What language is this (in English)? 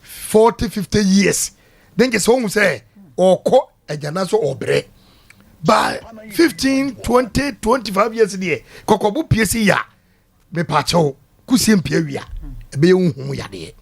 Akan